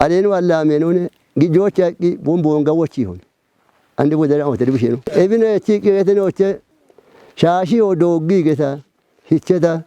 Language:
Kafa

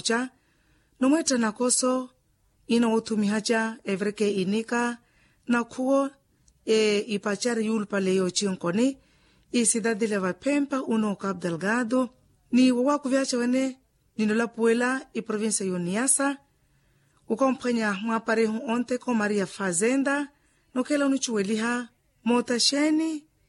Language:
Makhuwa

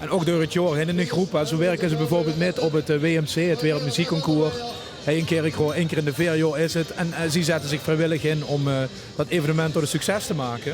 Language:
Limburgish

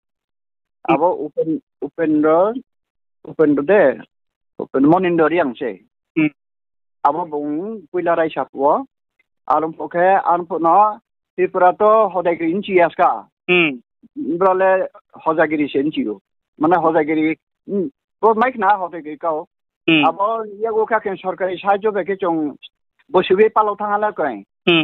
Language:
Riang (India)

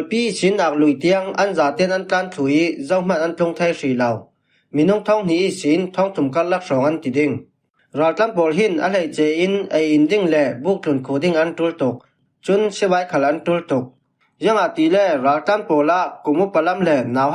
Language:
Falam Chin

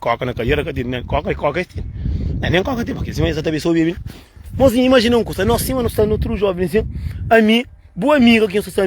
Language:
Kabuverdianu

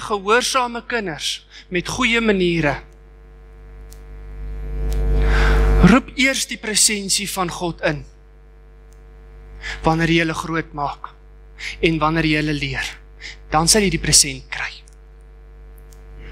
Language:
Afrikaans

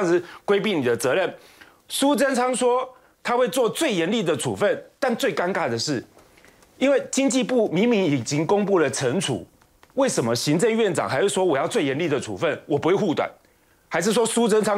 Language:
Chinese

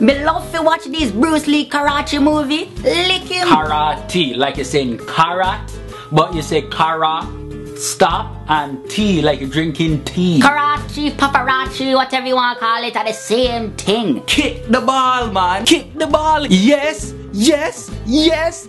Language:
Jamaican Creole English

